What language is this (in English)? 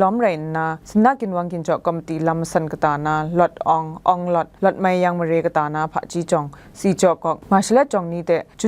Kachin